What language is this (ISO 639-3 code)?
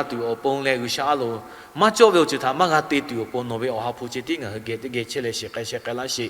lhu